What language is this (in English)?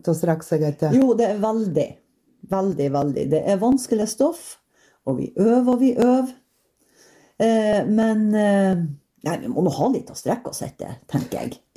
Norwegian